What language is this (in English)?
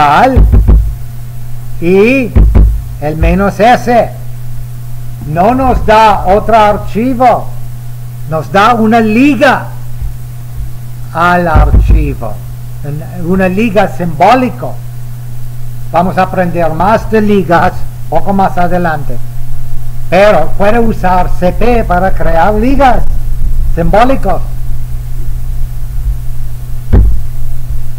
Spanish